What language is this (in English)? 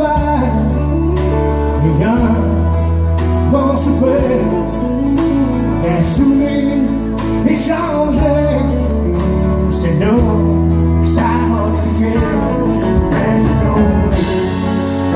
French